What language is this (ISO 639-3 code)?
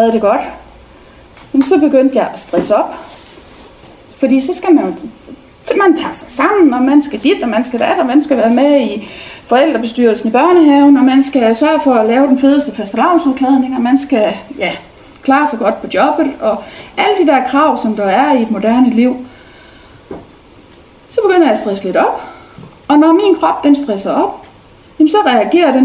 dan